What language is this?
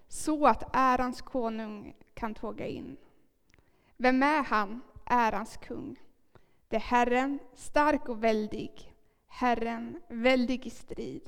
Swedish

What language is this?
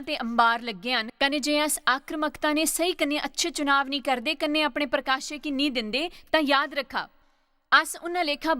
Dogri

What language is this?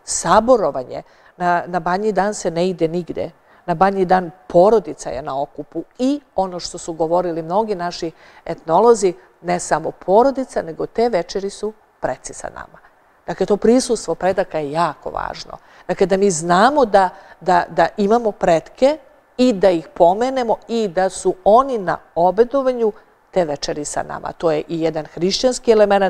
Serbian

